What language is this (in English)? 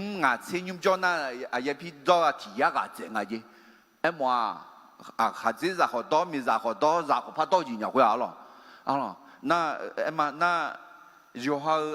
Akha